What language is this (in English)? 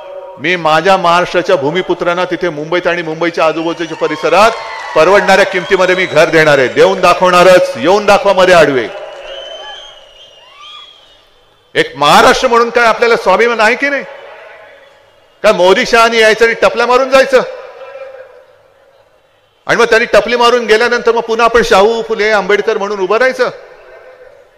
Marathi